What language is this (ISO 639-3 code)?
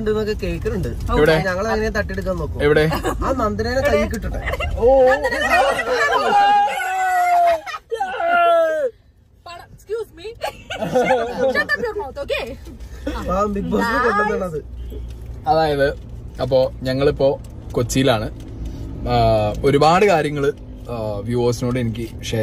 mal